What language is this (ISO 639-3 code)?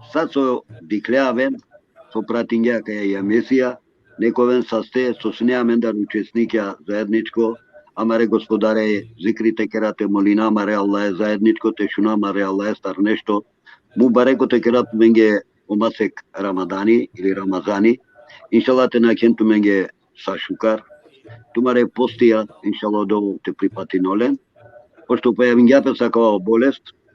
rmn